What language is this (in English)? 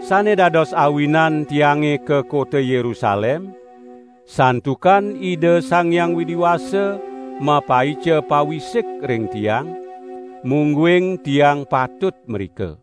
Balinese